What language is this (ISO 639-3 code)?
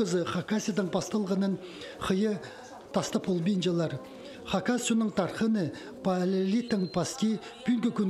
kjh